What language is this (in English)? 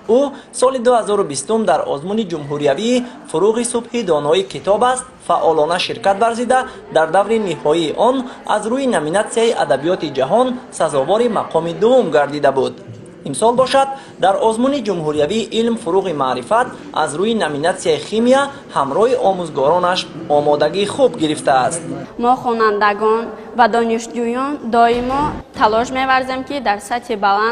Tajik